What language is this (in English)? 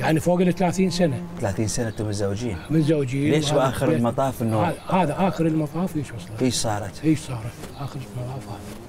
Mesopotamian Arabic